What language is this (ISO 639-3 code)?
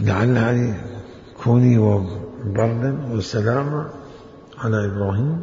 acm